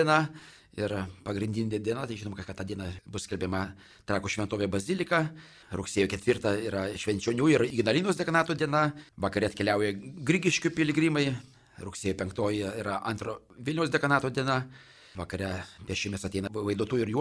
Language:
Lithuanian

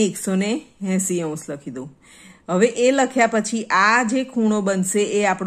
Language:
Gujarati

